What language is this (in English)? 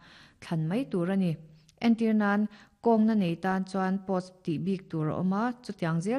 Mizo